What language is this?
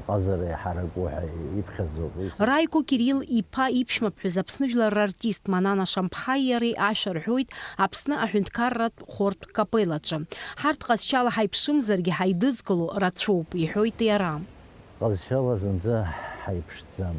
Abkhazian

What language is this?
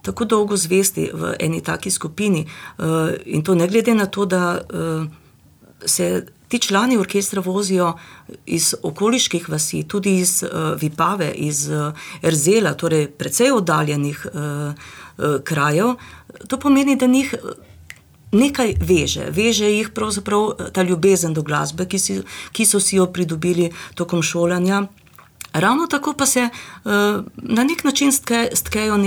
Slovenian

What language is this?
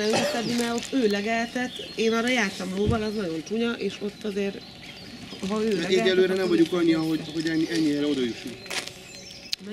Hungarian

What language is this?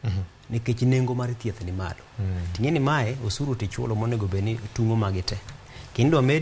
Luo (Kenya and Tanzania)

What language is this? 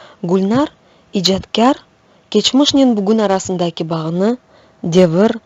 Crimean Tatar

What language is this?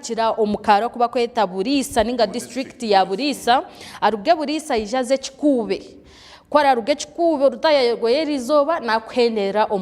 Nyankole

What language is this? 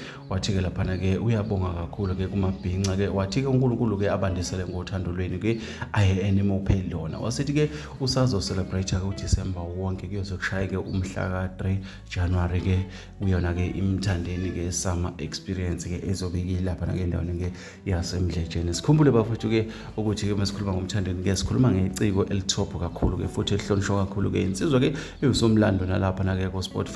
Zulu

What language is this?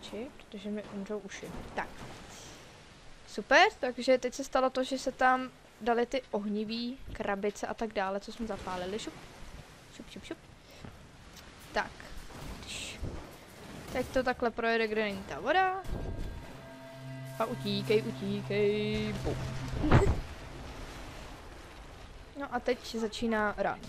Czech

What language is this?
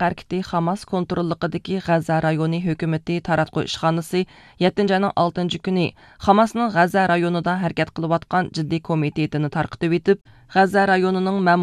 Uyghur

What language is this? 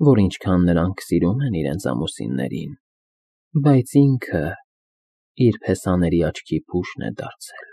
Armenian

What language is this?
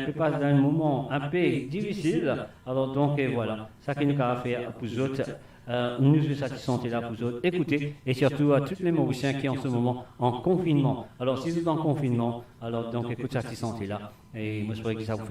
Morisyen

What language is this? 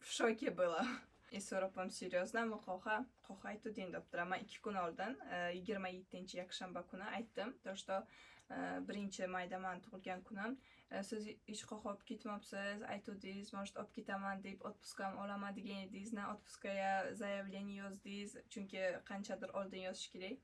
Uzbek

